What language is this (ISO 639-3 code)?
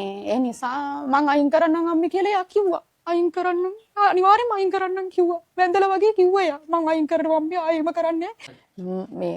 sin